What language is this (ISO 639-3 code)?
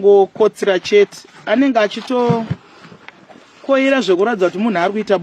sna